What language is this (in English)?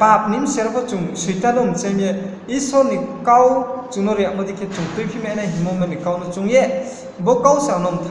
Riang (India)